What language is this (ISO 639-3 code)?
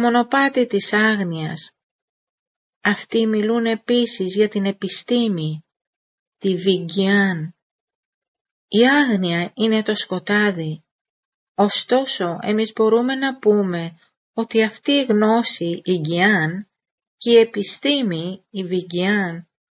ell